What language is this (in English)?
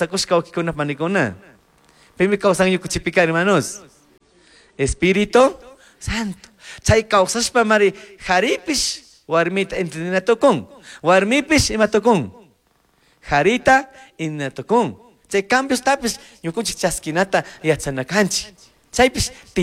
Chimborazo Highland Quichua